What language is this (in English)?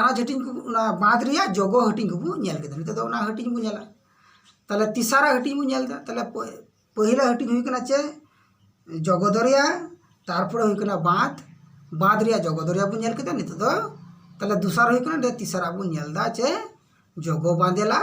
Santali